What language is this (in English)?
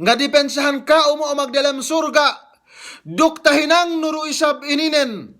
Yakan